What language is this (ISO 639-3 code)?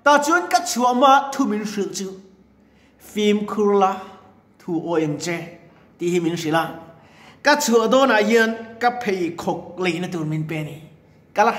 lus